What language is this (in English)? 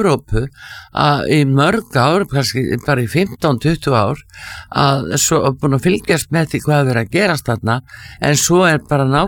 Icelandic